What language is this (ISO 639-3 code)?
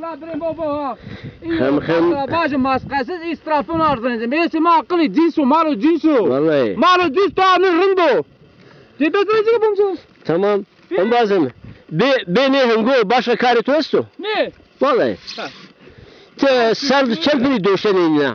zza